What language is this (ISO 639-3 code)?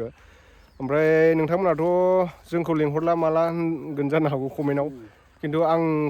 brx